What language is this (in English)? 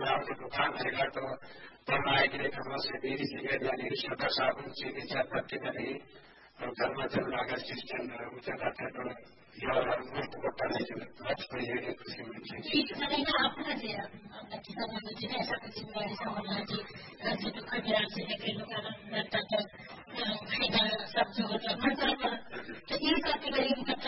Hindi